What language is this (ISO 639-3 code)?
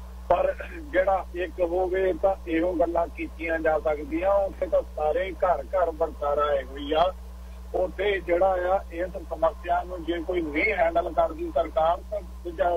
pan